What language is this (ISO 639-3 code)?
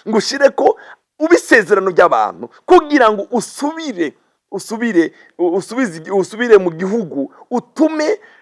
run